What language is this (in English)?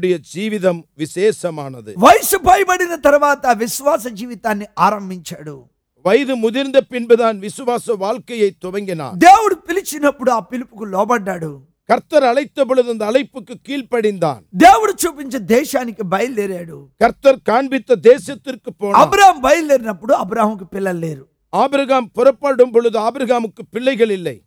Tamil